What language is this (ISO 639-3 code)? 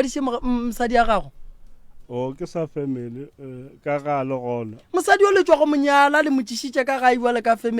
nso